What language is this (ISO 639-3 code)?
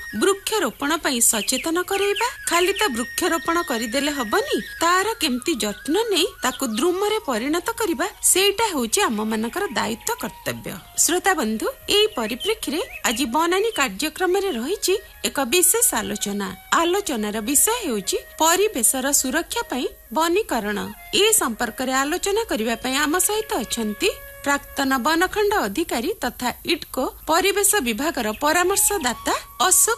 ori